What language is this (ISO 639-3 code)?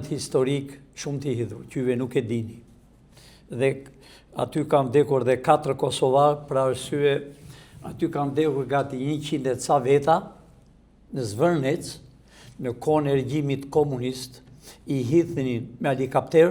sqi